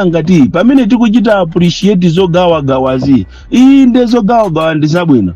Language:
Nyanja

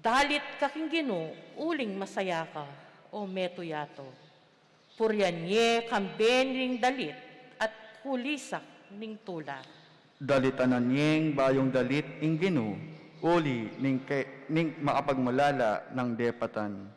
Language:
Pampanga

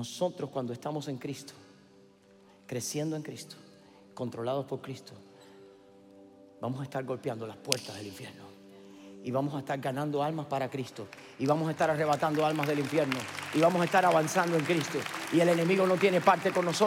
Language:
Spanish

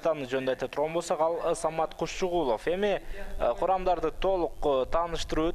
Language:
Kyrgyz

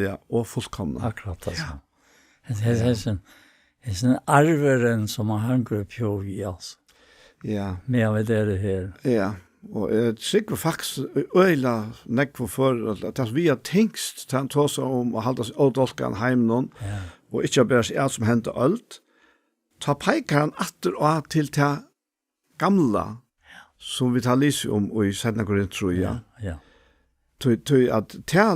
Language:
Faroese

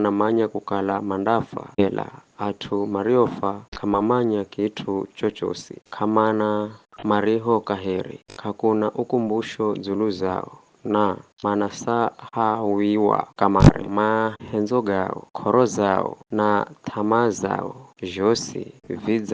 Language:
Giryama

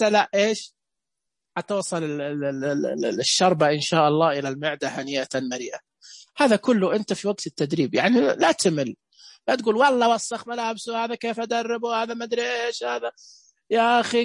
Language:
Najdi Arabic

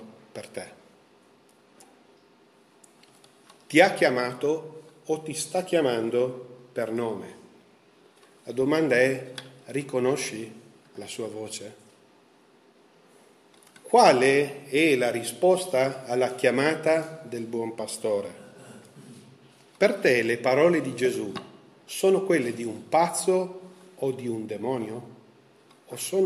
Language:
Italian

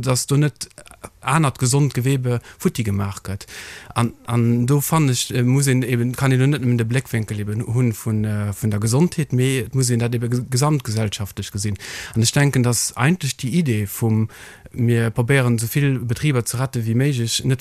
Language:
Luxembourgish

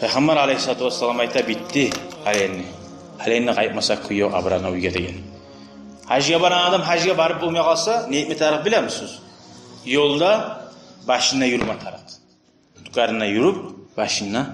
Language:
Kumyk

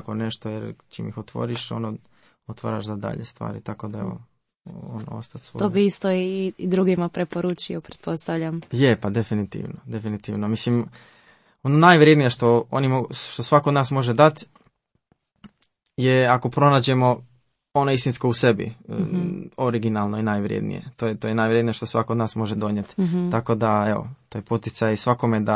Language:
Croatian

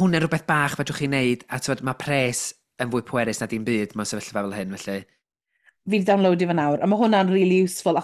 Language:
Welsh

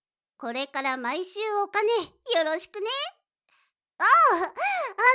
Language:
Japanese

